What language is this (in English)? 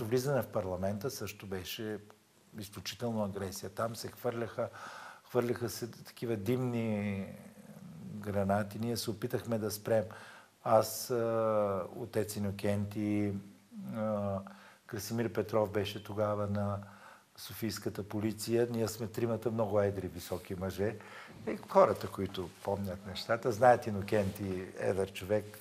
Bulgarian